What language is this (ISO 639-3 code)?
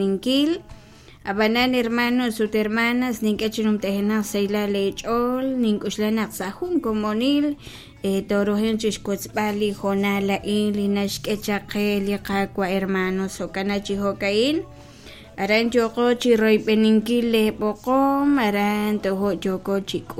kek